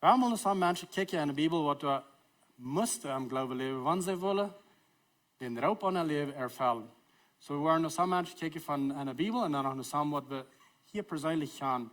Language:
Plautdietsch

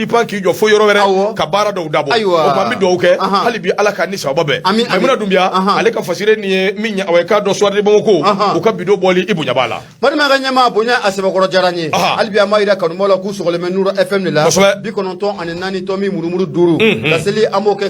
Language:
Bambara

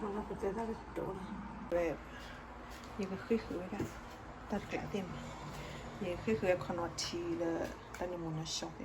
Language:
S'gaw Karen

